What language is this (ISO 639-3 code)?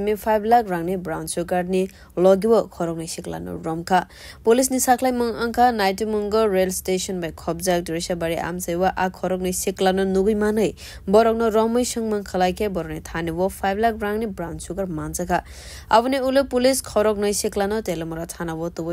trp